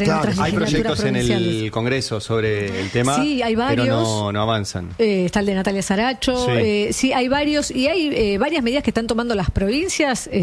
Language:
Spanish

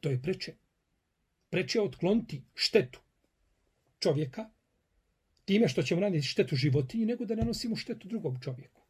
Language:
Bosnian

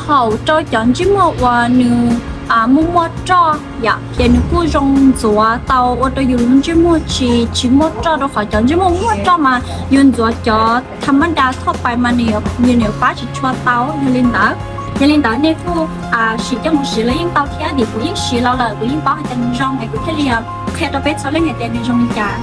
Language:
Hmong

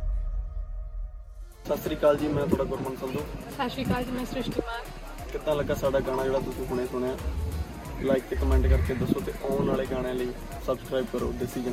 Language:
Punjabi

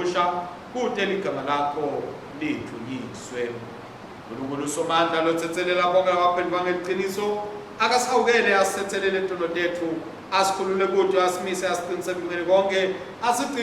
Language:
Swati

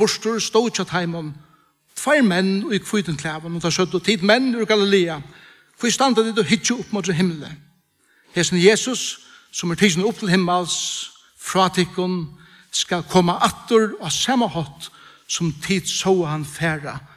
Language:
Faroese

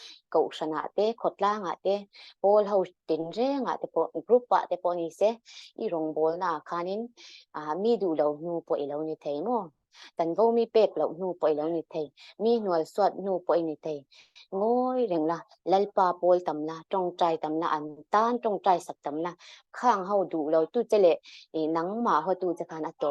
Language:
Mizo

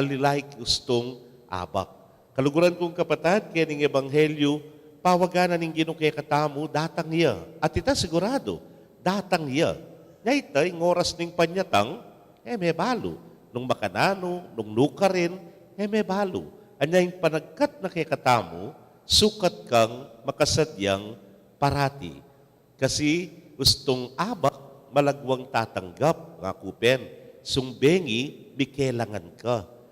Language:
Pampanga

